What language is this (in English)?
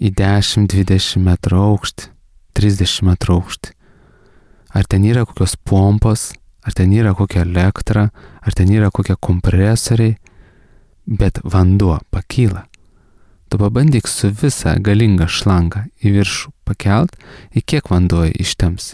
Lithuanian